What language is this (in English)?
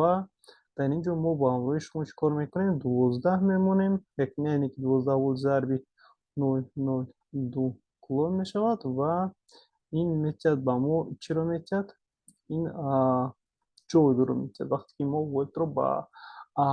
Tajik